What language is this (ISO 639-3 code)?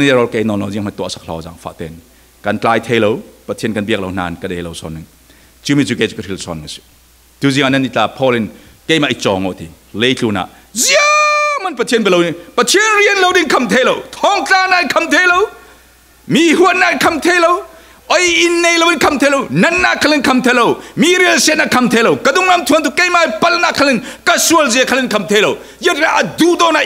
cfm